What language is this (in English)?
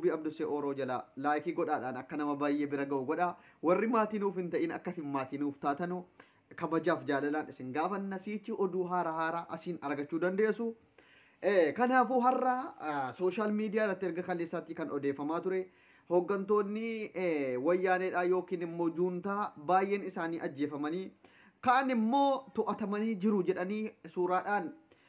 Oromo